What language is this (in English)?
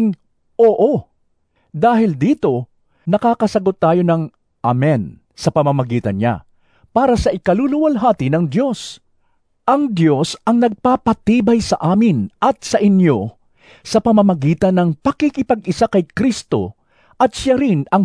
Filipino